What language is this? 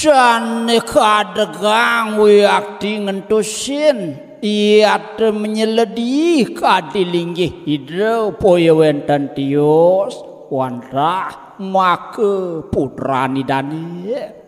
Balinese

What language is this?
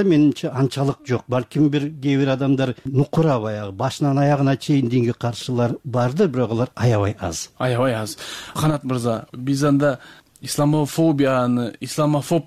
Kyrgyz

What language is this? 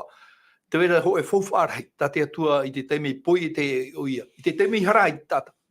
Tahitian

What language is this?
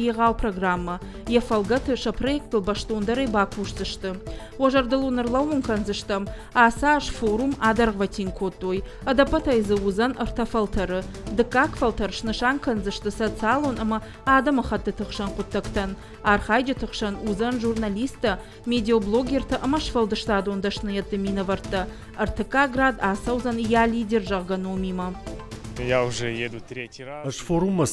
Ossetic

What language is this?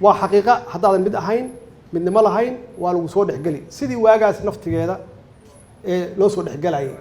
Somali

